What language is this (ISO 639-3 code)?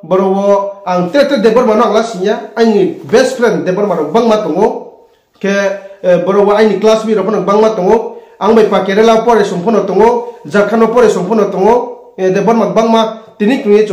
ria